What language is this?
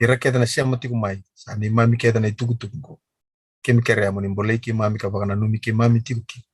Fijian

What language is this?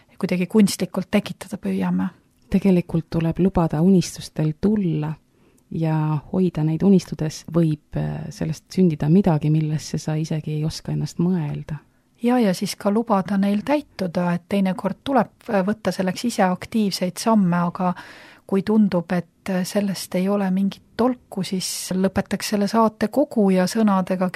Estonian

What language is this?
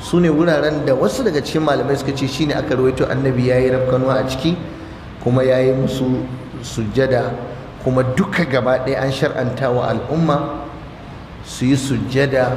Hausa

